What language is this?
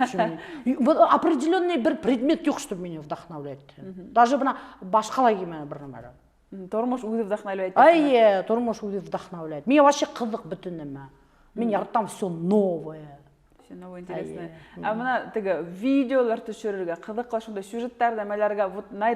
Bashkir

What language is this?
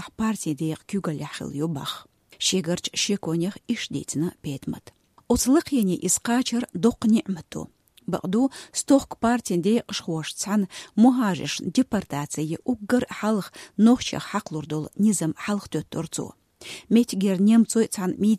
Chechen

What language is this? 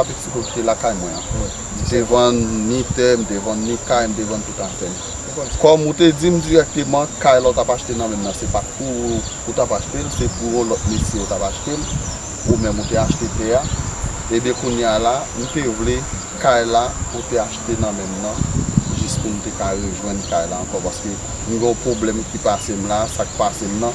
Haitian Creole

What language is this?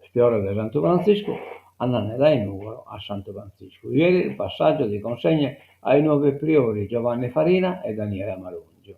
Sardinian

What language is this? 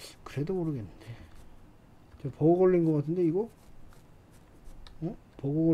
Korean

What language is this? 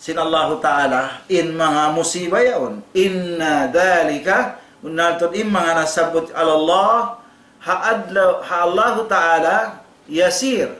Tausug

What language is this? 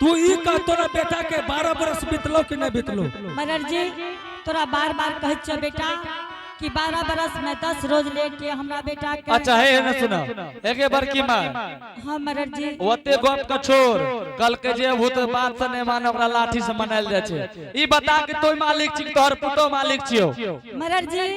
Angika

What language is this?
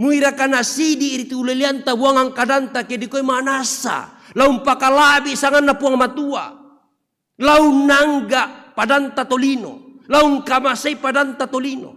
Toraja-Sa'dan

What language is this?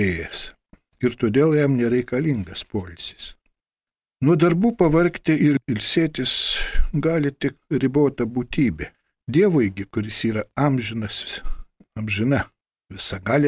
Lithuanian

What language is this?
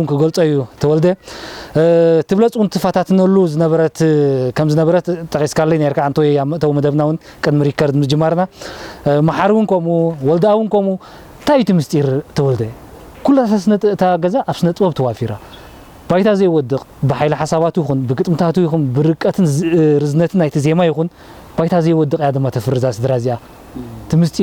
Tigrinya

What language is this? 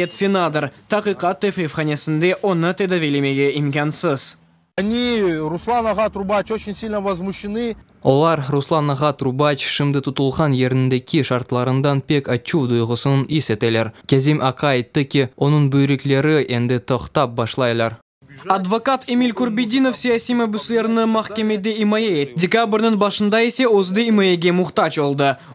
Crimean Tatar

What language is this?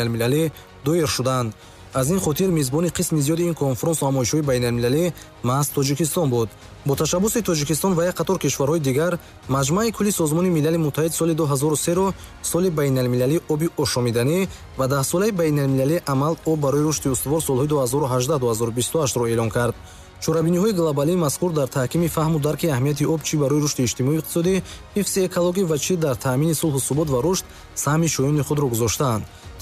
Tajik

